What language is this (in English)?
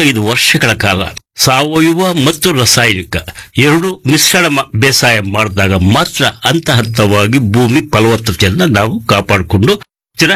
Kannada